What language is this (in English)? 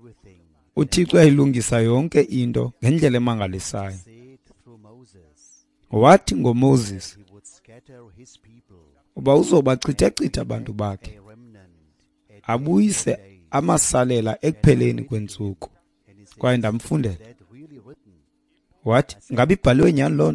Xhosa